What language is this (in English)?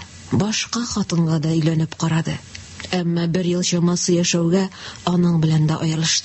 Tatar